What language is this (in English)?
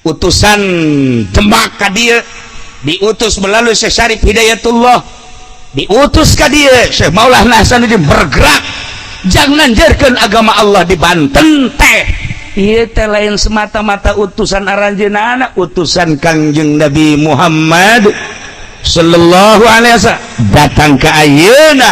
Sundanese